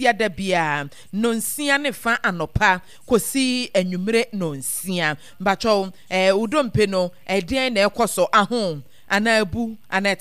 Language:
Akan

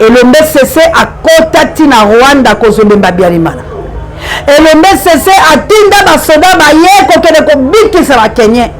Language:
Lingala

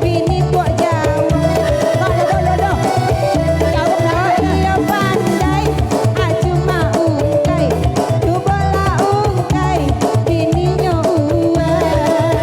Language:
Minangkabau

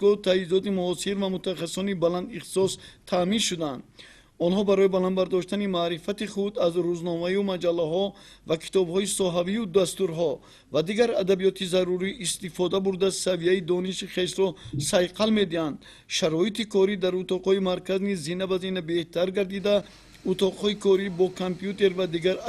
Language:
Tajik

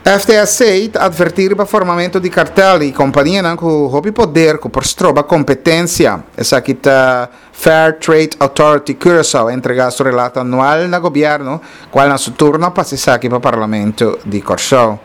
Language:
Papiamento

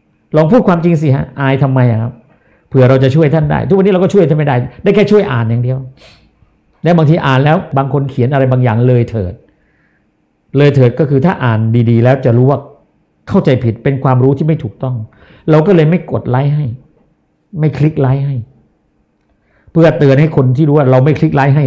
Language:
Thai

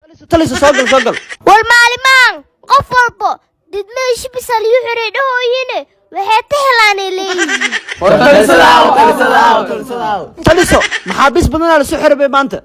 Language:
Somali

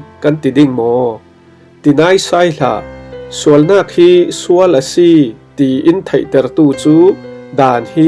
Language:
Falam Chin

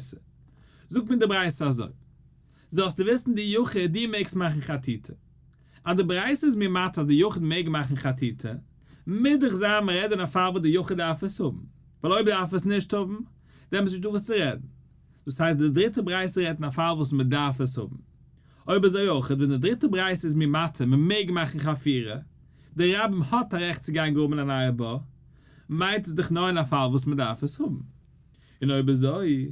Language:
Yiddish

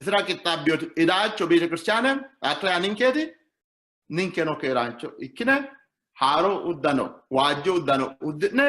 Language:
Sidamo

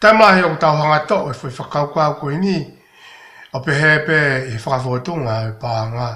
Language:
Tongan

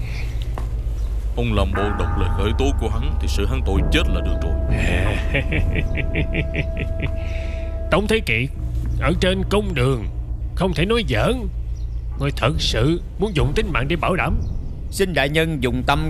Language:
Vietnamese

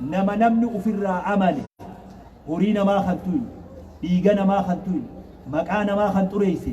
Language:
Oromo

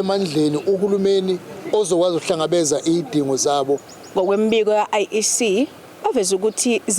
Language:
Zulu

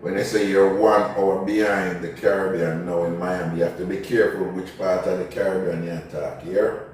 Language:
Jamaican Creole English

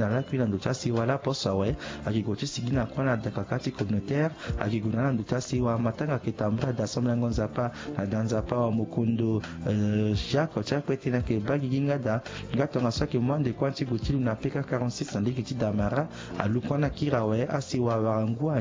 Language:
Sango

